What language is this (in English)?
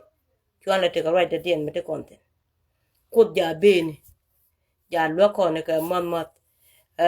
Nuer